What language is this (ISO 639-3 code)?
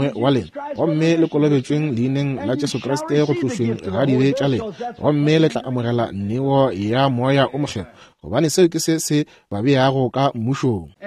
nso